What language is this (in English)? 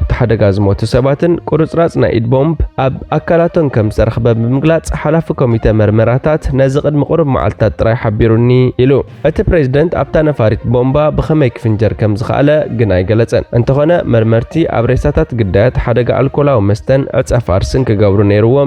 Tigrinya